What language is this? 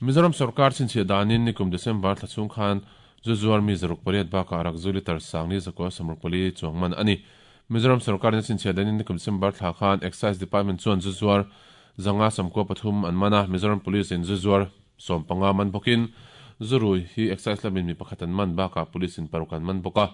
Mizo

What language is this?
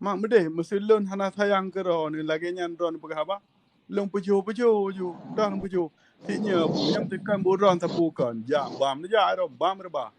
Achinese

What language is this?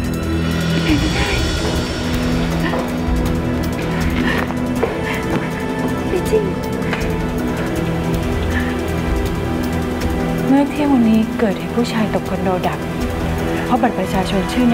Thai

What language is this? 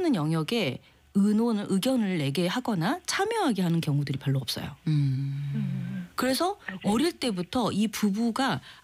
Korean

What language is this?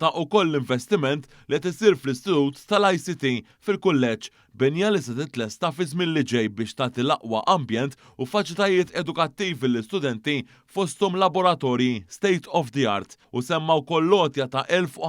Maltese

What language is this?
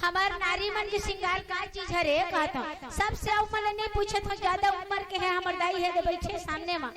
Chhattisgarhi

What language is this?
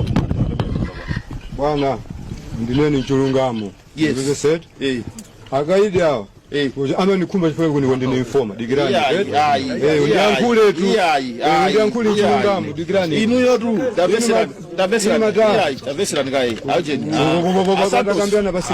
Nyanja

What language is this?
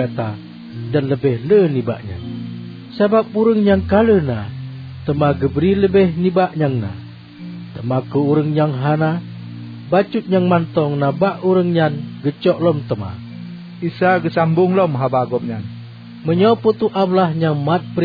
Achinese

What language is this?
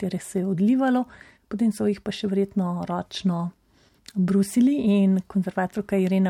Slovenian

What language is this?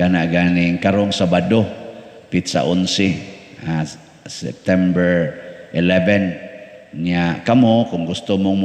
Cebuano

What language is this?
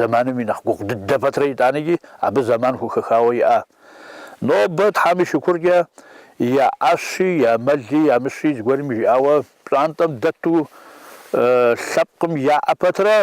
Kabardian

